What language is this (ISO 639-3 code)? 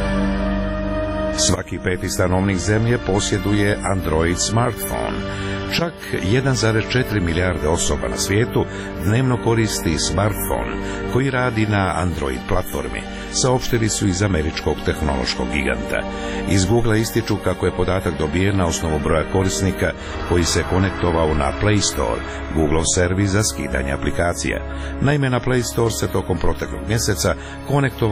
srp